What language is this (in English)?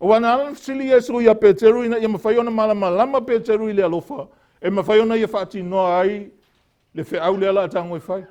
Samoan